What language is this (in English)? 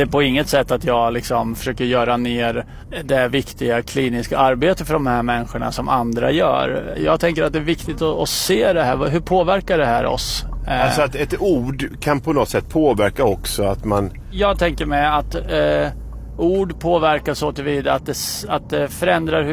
Swedish